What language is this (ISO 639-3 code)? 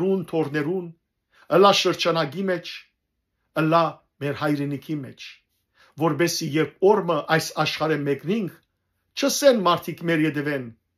hyw